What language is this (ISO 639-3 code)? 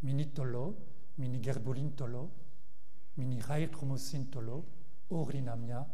bre